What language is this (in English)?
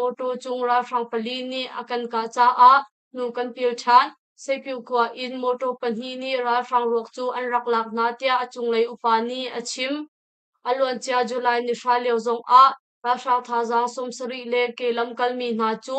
Hakha Chin